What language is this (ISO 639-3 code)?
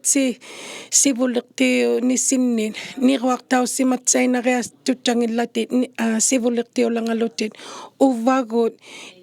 iku